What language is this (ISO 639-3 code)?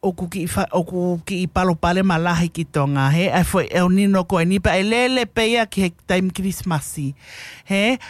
ton